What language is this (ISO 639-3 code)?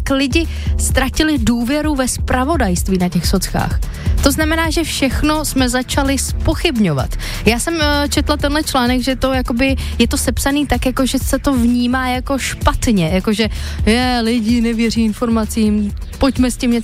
ces